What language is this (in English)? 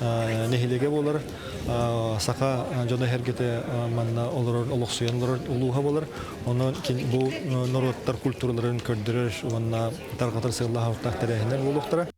Yakut